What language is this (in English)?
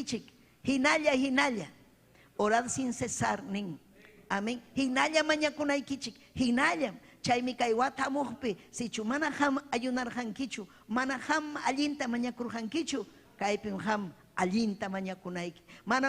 Ayacucho Quechua